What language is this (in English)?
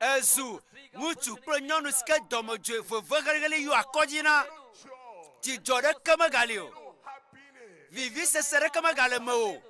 Ewe